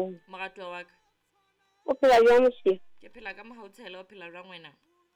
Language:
Southern Sotho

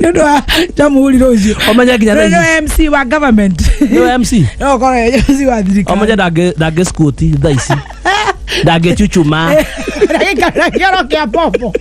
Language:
Kikuyu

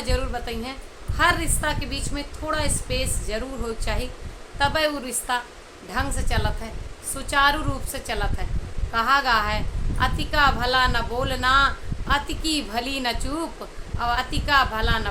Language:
Awadhi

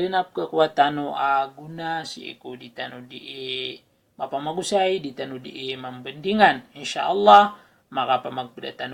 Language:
Maranao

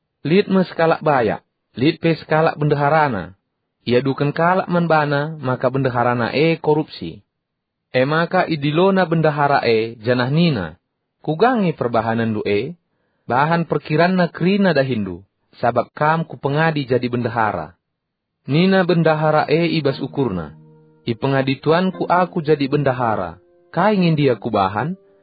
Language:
Batak Karo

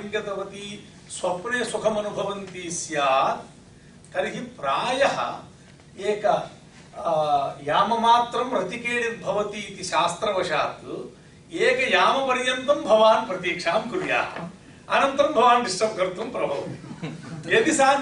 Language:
Sanskrit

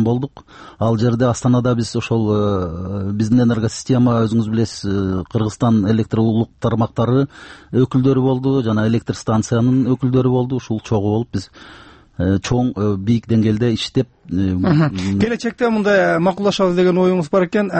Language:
Kyrgyz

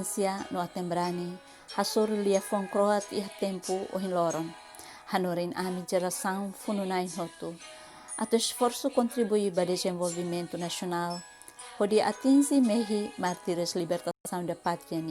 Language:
Tetum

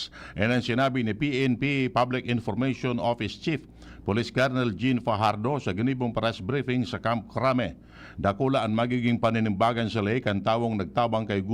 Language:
Bikol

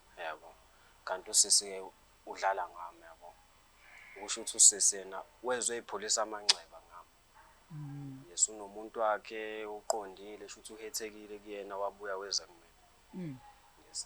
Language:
Zulu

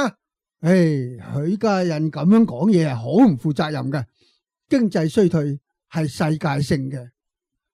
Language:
Cantonese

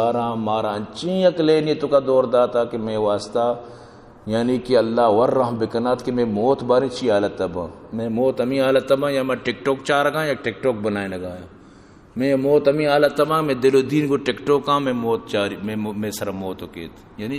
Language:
Eastern Balochi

